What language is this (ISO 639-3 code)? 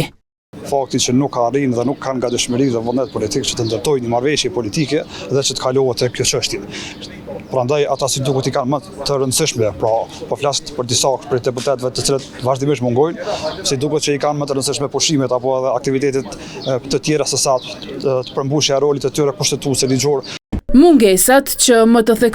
sqi